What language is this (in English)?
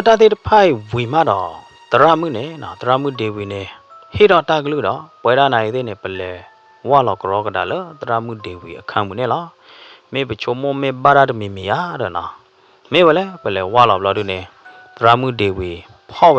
S'gaw Karen